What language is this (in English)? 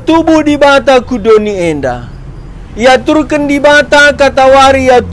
Batak Karo